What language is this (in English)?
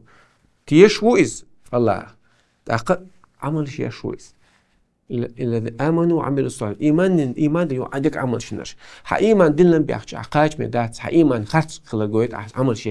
Chechen